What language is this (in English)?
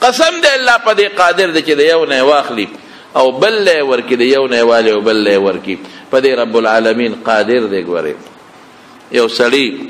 Pashto